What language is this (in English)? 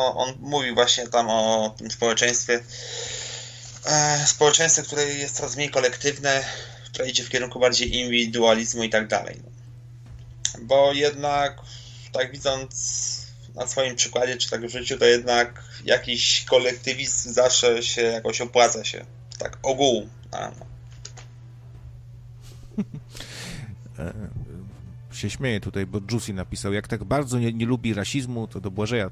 Polish